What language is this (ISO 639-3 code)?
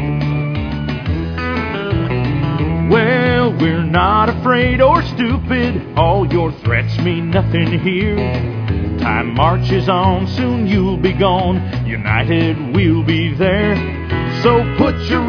eng